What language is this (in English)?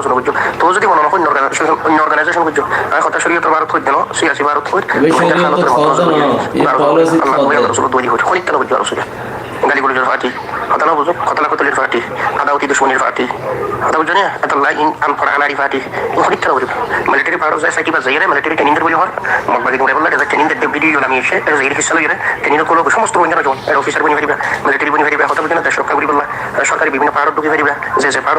Rohingya